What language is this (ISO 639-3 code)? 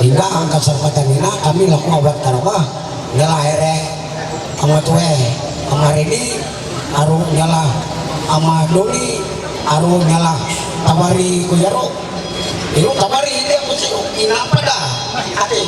mhy